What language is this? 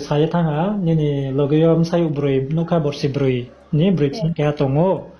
Riang (India)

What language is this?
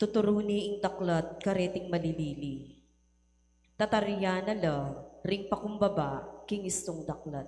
Pampanga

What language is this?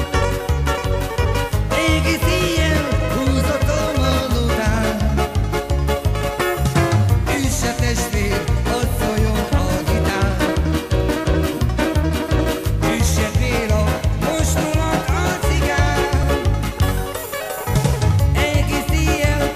Hungarian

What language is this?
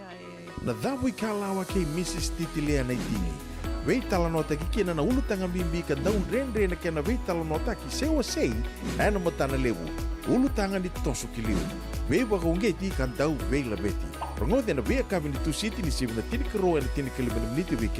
Fijian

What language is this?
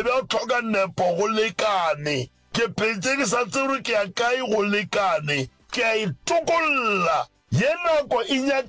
Northern Sotho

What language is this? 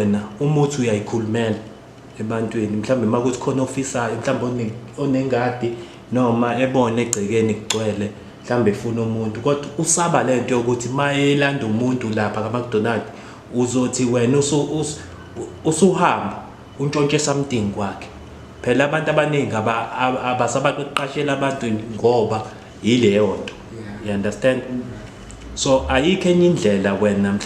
Zulu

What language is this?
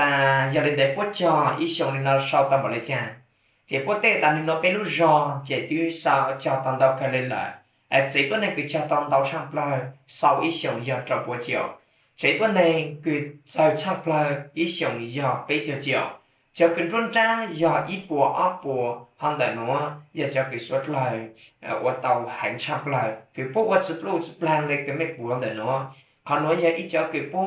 Hmong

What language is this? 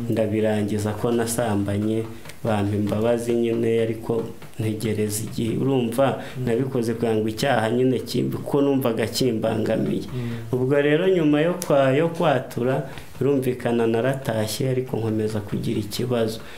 Kinyarwanda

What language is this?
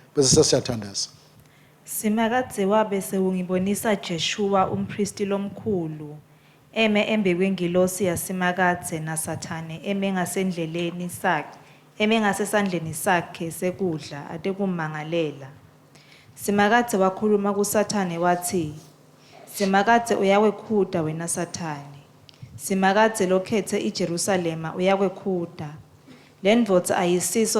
Swati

